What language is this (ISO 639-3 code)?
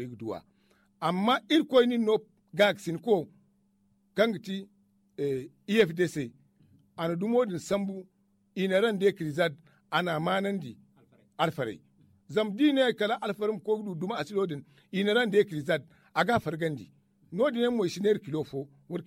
dje